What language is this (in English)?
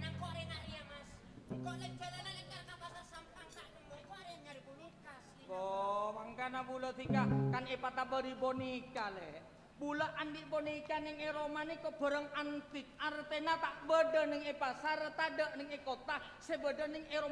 Madurese